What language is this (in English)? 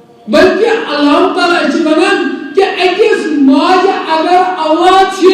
Kashmiri